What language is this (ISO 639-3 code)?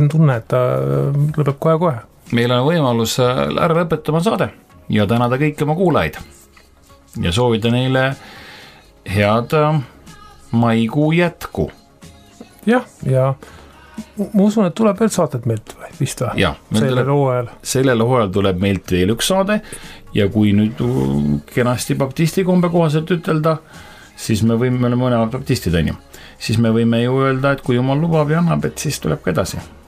est